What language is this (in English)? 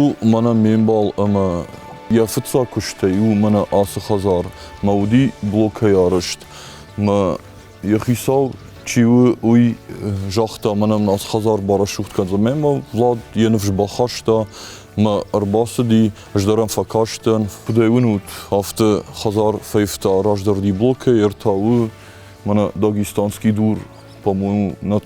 Ossetic